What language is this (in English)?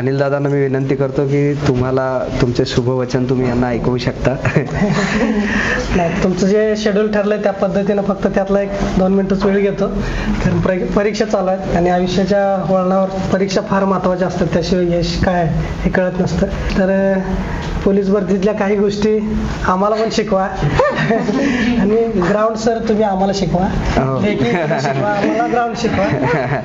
Marathi